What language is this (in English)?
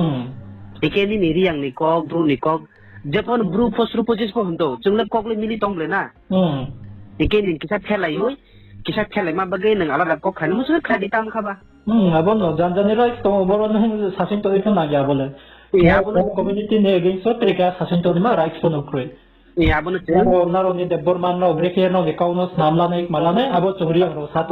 Riang (India)